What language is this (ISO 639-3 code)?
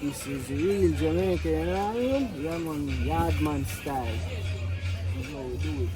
jam